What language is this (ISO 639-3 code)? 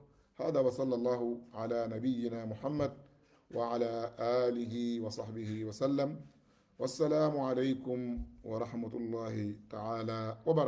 wol